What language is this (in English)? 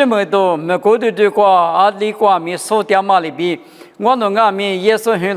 Lisu